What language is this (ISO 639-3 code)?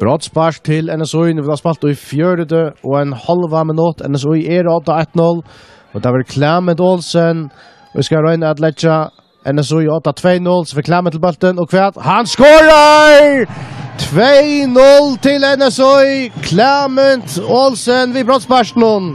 fao